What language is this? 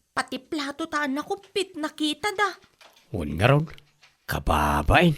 Iloko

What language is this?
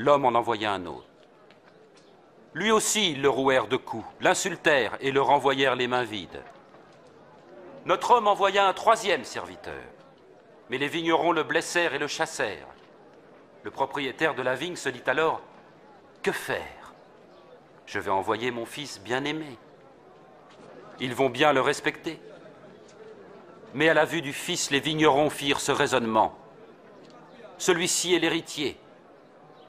French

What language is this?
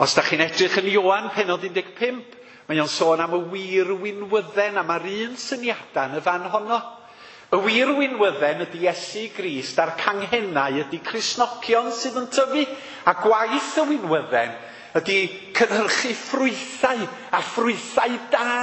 Welsh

